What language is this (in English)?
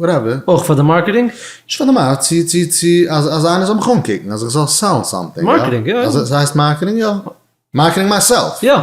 Yiddish